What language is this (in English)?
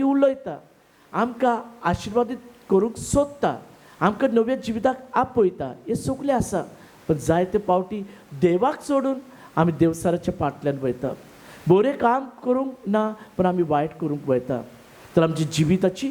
Konkani